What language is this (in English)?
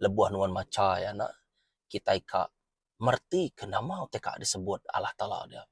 Iban